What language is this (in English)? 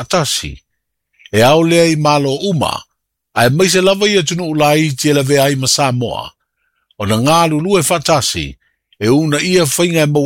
Samoan